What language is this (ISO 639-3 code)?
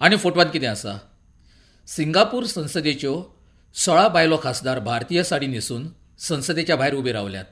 kok